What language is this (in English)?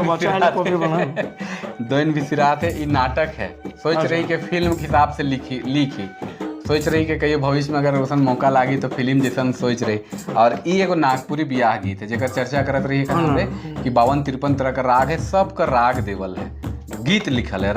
Sadri